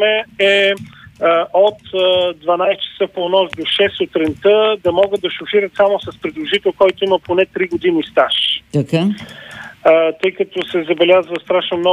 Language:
Bulgarian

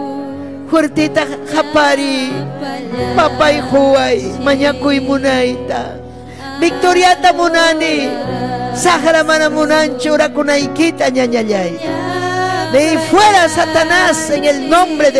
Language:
Ayacucho Quechua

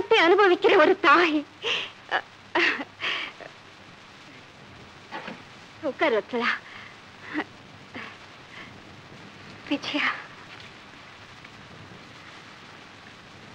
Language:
Tamil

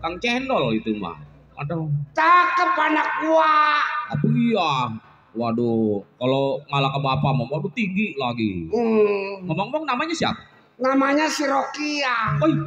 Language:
Betawi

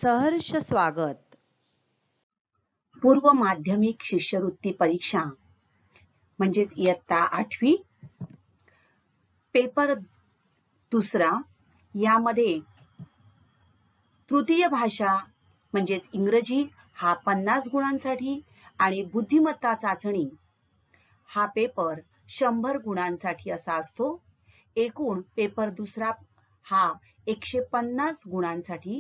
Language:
Marathi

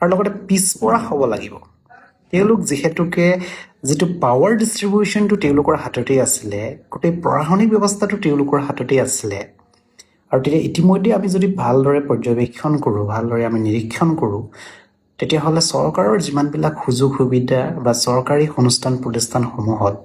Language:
Assamese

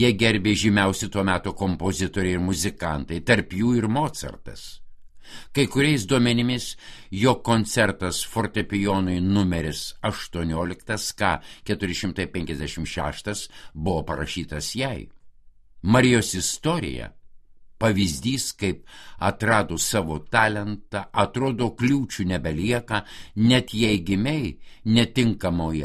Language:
Lithuanian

